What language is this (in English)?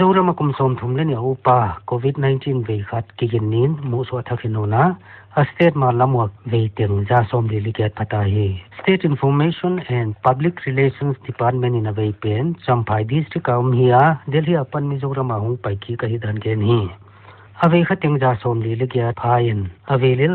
Paite Chin